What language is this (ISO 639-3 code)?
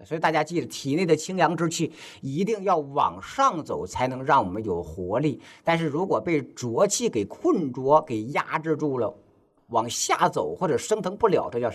zho